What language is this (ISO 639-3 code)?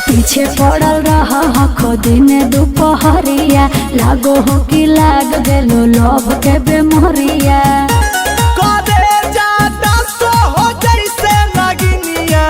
mag